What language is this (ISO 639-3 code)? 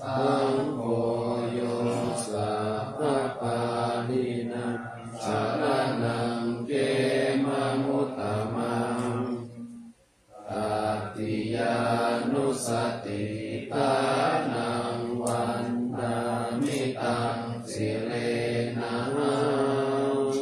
pli